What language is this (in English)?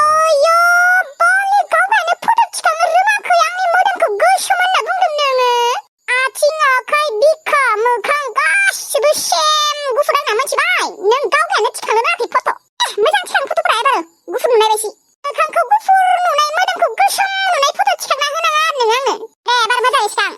Bodo